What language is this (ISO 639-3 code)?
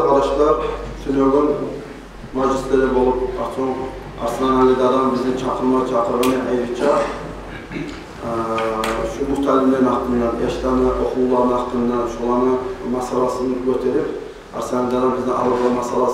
kum